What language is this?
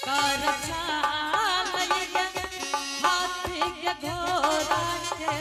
Angika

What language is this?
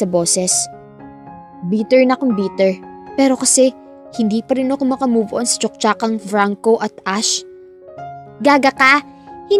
Filipino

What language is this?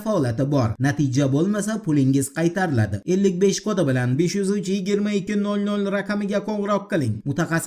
Uzbek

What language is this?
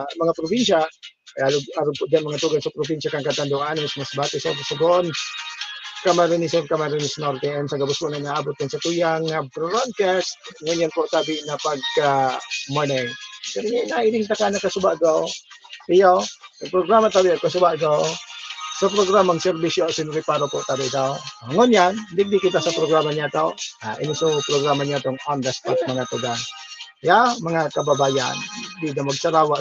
Bikol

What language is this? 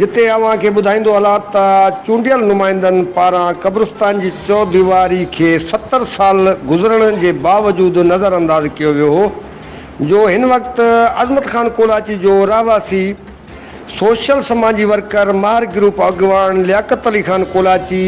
Sindhi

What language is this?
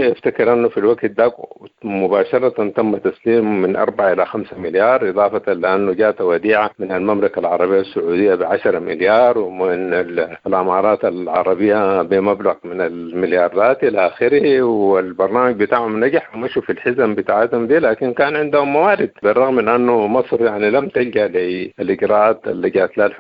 Sudanese Arabic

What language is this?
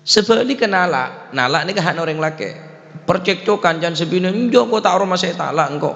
Madurese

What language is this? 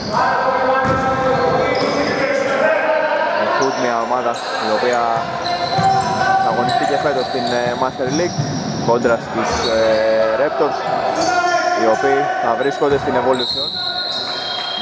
Greek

